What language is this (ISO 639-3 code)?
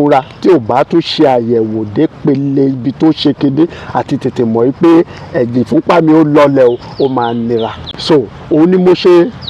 yor